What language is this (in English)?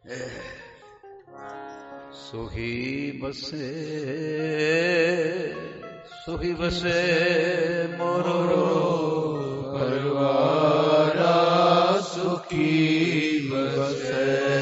Punjabi